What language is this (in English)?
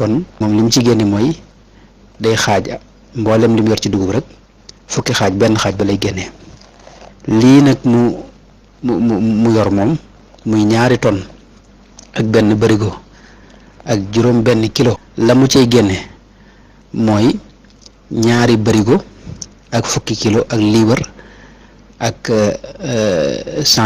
Wolof